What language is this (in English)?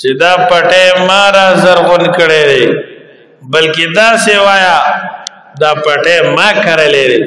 Pashto